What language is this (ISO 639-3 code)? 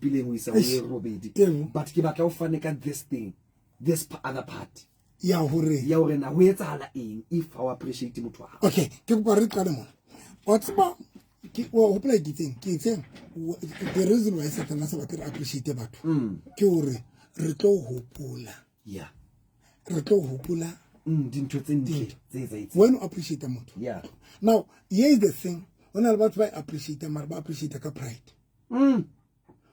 sot